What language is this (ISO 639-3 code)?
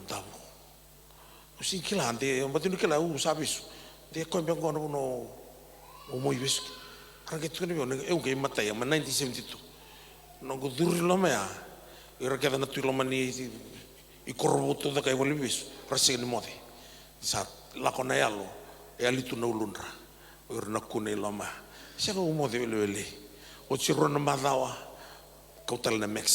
fij